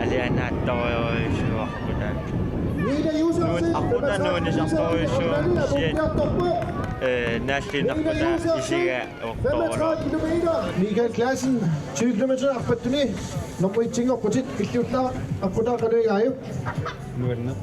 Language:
Kalaallisut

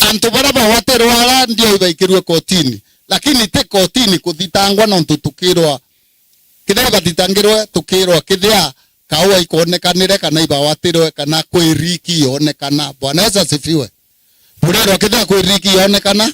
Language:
Meru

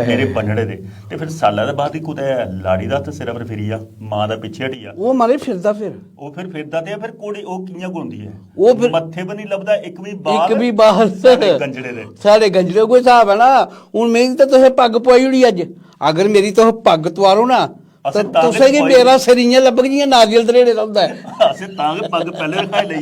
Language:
Dogri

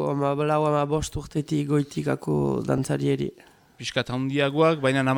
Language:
Basque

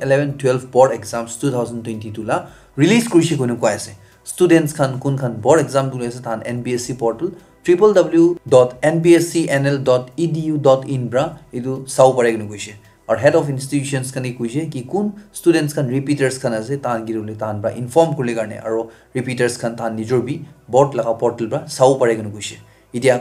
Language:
Naga Pidgin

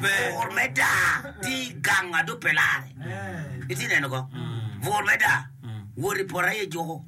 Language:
Acoli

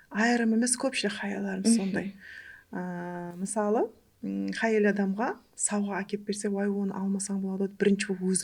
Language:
Kara-Kalpak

